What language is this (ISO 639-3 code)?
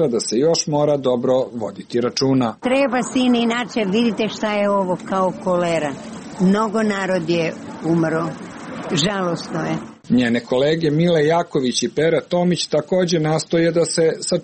srp